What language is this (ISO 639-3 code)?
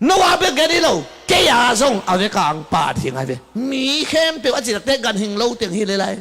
ctd